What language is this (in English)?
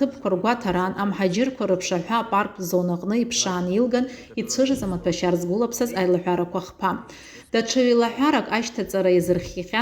Abkhazian